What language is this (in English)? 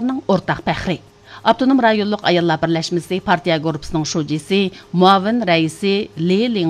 Uyghur